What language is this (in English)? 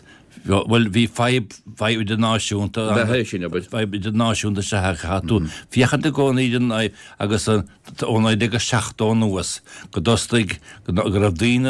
Irish